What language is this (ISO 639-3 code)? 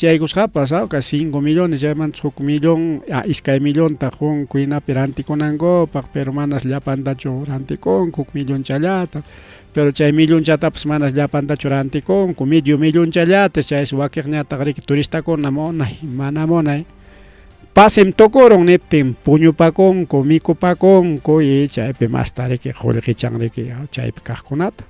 quy